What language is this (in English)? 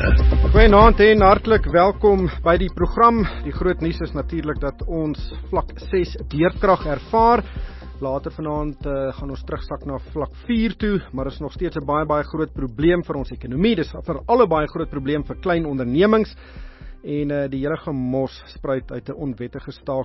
Afrikaans